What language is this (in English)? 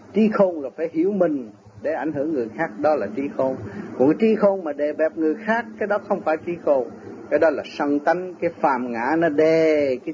Vietnamese